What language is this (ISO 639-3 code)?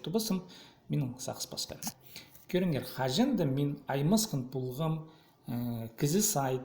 kjh